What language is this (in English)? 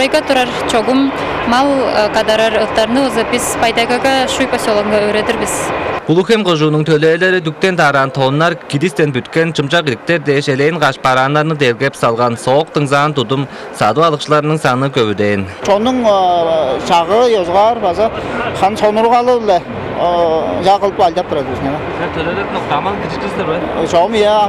Tuvinian